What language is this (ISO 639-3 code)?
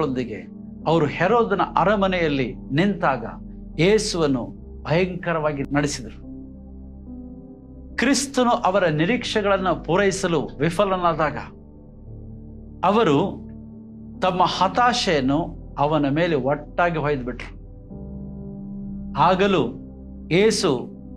kan